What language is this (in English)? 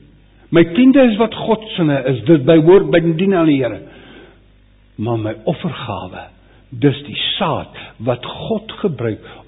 Afrikaans